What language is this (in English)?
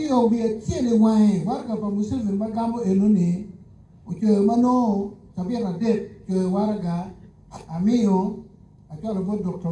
Acoli